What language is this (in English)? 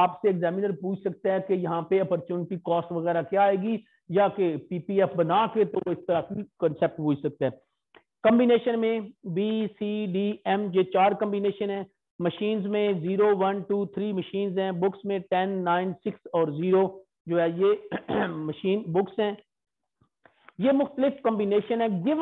Hindi